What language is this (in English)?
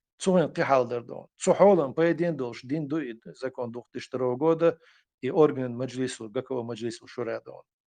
Chechen